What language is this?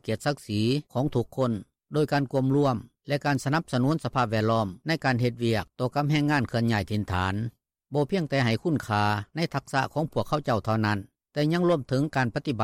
Lao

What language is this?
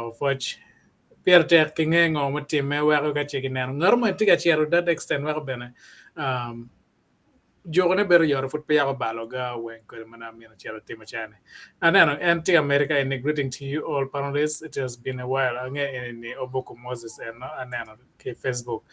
Acoli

